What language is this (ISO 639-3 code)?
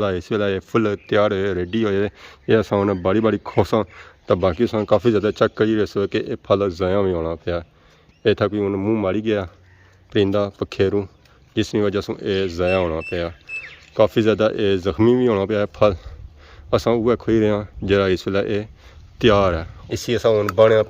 phr